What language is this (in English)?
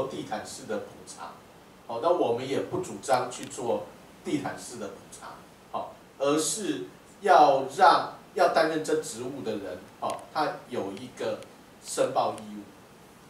Chinese